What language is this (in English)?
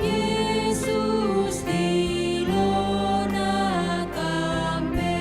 Batak Karo